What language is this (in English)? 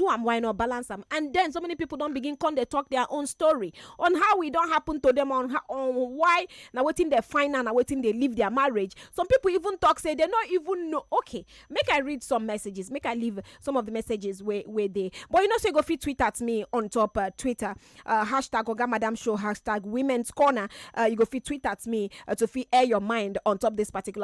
Nigerian Pidgin